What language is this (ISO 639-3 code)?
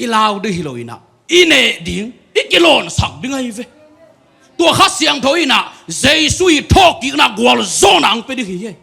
ctd